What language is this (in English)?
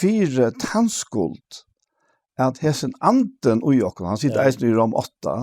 Faroese